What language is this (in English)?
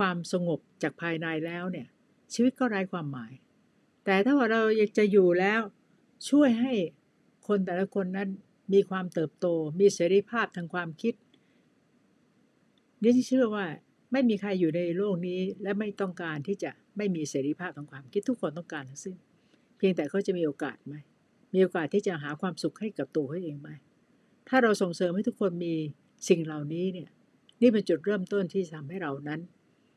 Thai